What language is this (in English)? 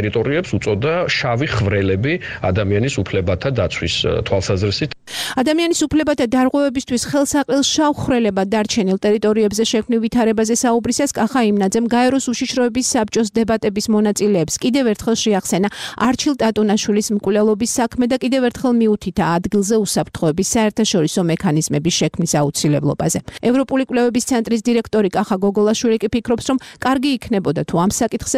Georgian